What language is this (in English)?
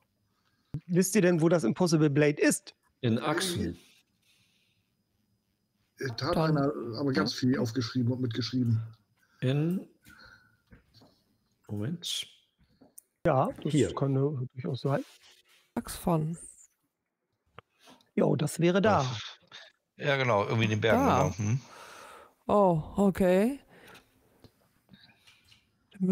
German